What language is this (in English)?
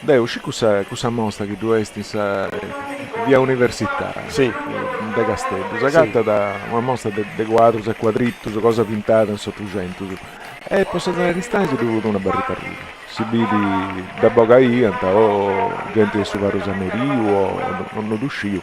Sardinian